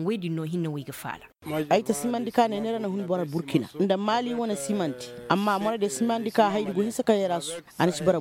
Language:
Koyraboro Senni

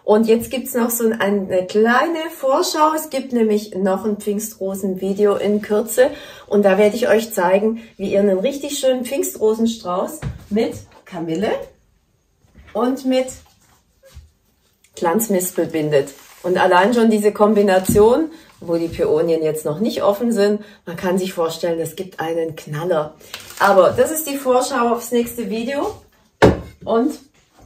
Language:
German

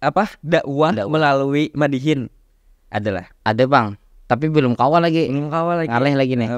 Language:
Banjar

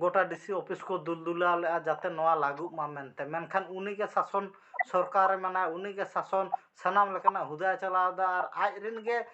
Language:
Santali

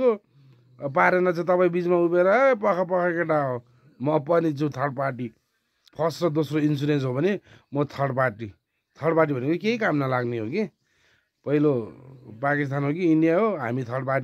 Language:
Nepali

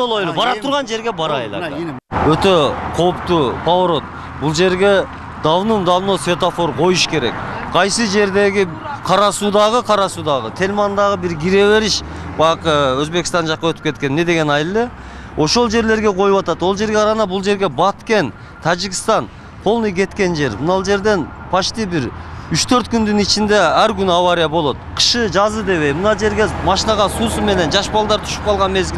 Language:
Kyrgyz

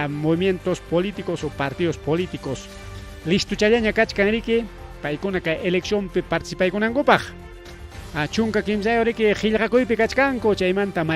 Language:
Ayacucho Quechua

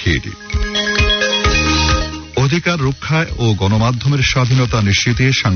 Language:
Bangla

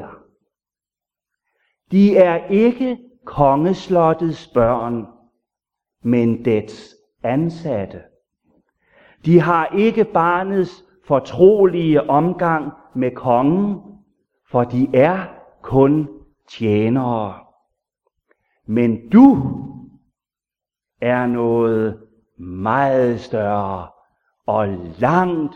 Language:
Danish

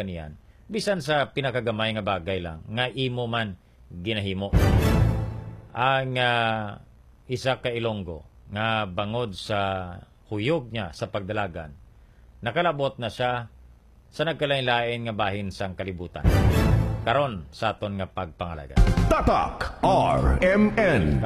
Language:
Hiligaynon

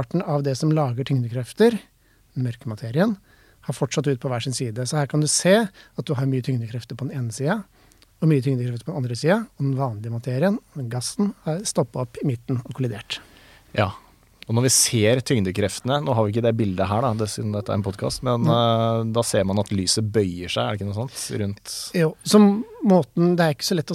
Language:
Norwegian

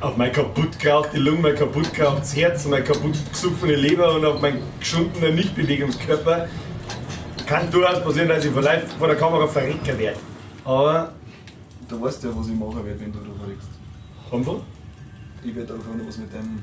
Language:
Bavarian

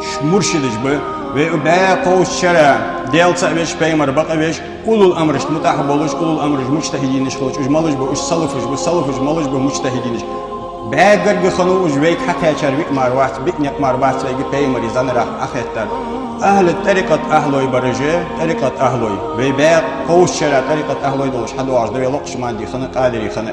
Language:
Ingush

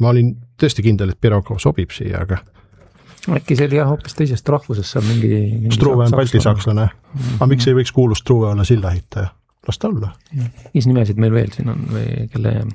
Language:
Estonian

